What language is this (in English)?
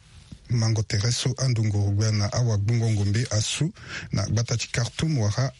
Sango